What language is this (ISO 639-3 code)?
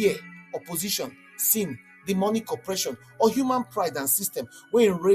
pcm